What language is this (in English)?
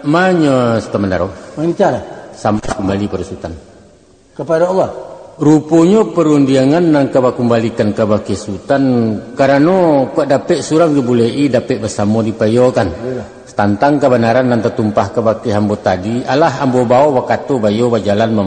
Minangkabau